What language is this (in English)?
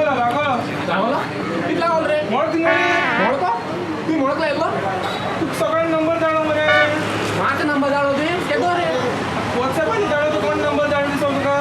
Konkani